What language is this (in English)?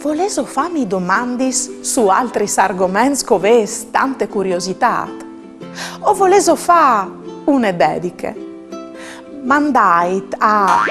Friulian